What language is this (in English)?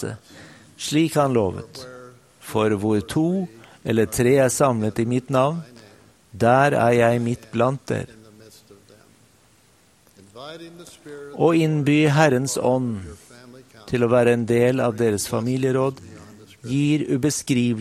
Norwegian